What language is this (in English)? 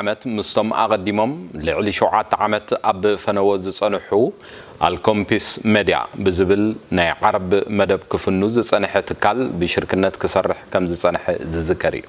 Tigrinya